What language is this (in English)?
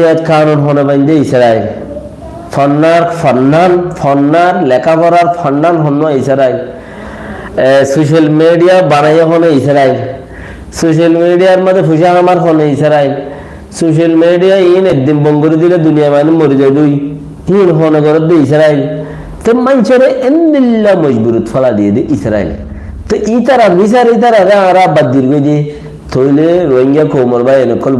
Rohingya